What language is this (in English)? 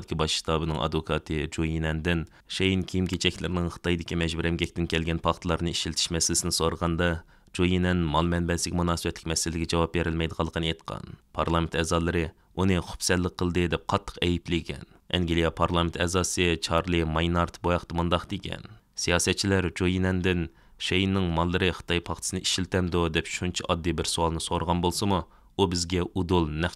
Uyghur